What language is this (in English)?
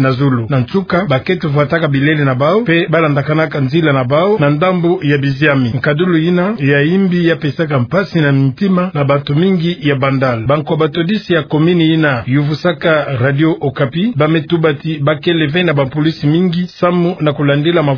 Kituba (Democratic Republic of Congo)